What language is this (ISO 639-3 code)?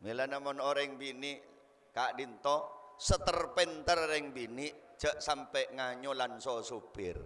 mad